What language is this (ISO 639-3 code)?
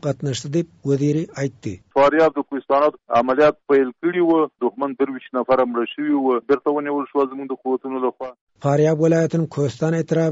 tuk